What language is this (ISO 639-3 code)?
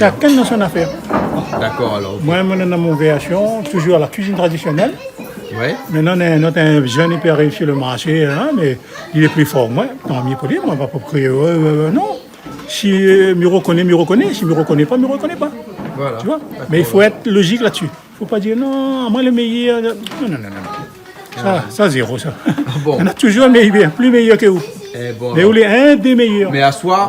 rcf